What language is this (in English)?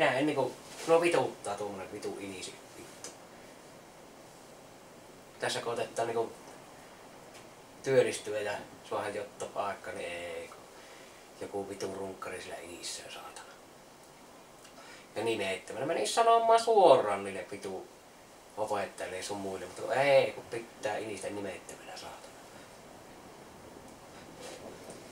Finnish